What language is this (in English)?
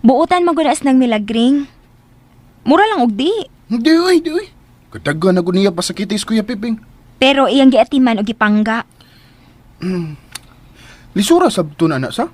Cebuano